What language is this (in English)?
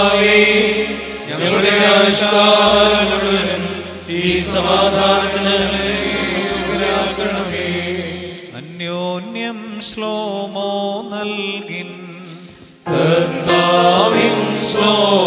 Malayalam